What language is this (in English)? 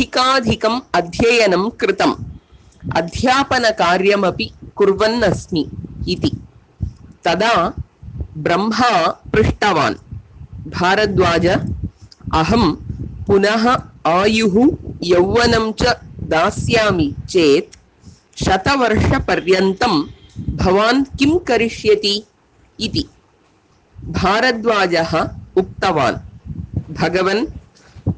Sanskrit